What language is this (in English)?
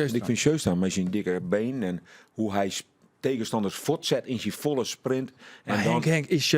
Western Frisian